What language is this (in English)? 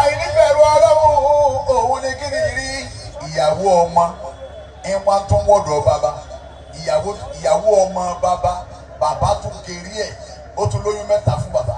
Yoruba